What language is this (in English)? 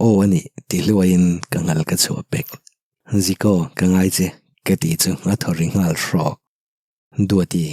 Mizo